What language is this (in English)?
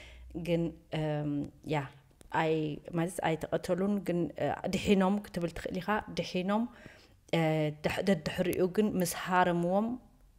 Tigrinya